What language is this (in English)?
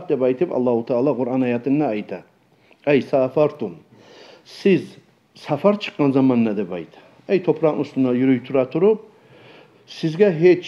Kumyk